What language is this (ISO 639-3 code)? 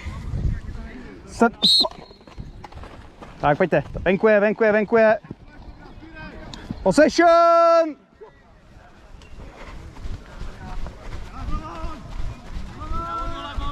ces